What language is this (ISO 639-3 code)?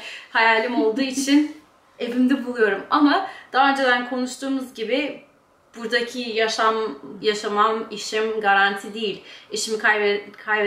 tur